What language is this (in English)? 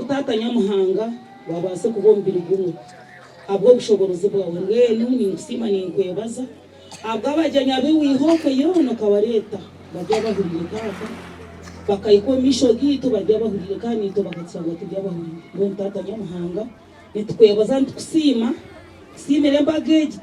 Nyankole